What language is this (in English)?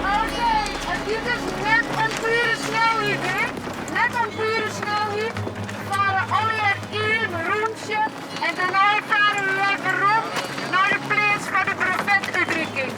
Western Frisian